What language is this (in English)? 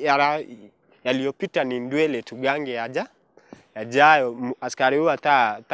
Meru